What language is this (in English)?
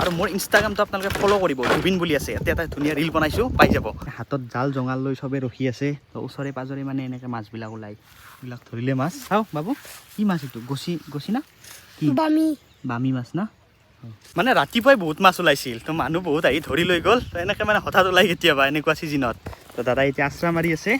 Assamese